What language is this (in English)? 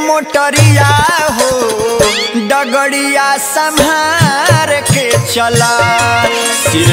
Bhojpuri